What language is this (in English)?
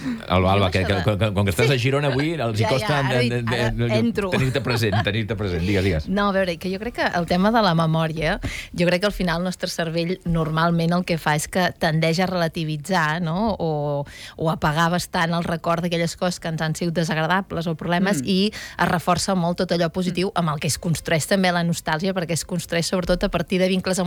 Catalan